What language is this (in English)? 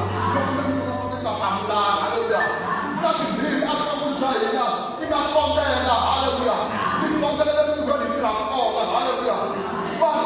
Tsonga